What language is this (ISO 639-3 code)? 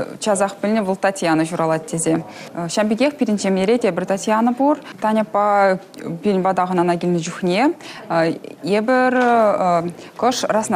chv